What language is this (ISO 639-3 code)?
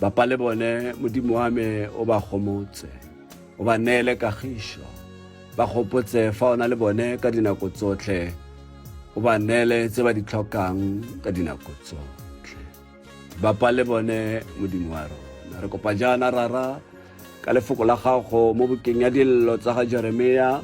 tsn